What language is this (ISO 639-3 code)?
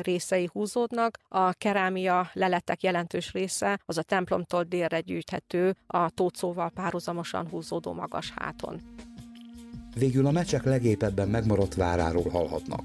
hun